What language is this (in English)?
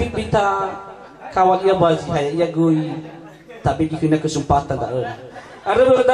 Nias